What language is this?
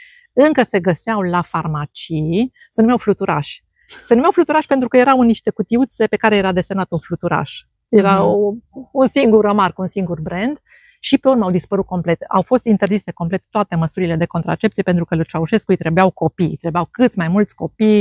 Romanian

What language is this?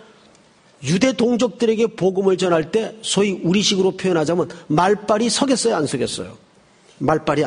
Korean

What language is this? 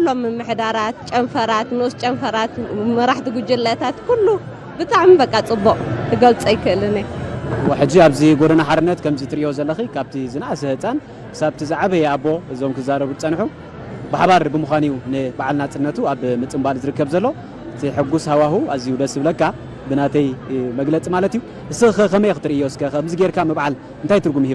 Tigrinya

